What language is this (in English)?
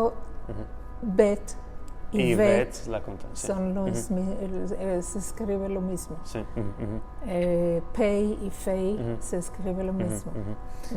Ladino